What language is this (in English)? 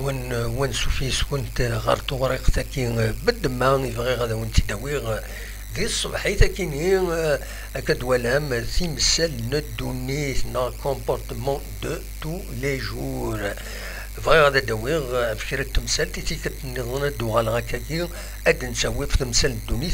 Kabyle